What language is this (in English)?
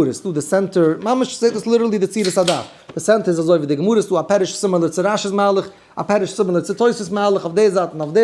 Yiddish